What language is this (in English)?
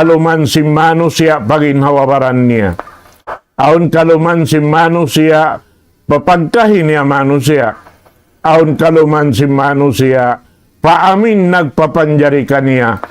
Tausug